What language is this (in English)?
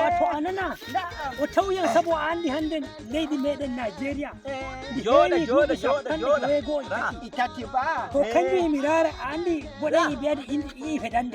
Nigerian Fulfulde